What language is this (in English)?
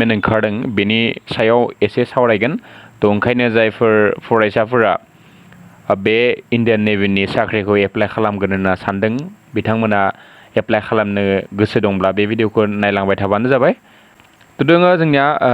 Bodo